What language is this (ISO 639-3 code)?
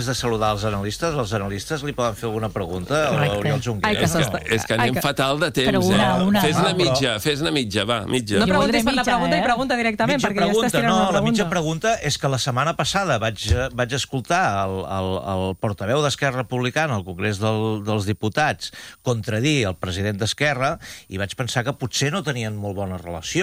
cat